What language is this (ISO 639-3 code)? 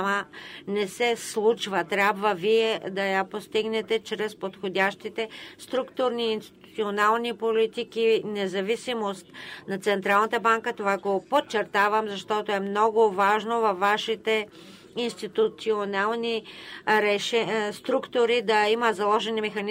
bul